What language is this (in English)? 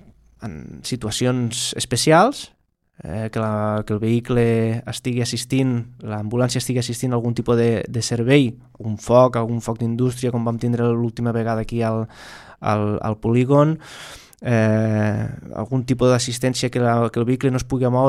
Catalan